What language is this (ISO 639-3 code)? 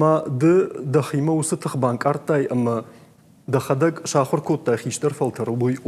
oss